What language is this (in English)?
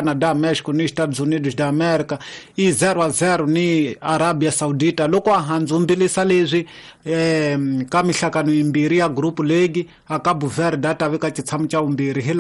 Tsonga